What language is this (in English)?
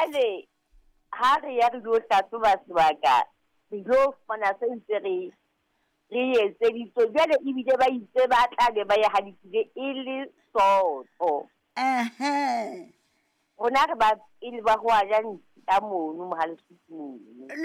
Southern Sotho